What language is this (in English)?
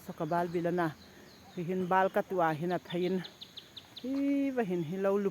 Hmar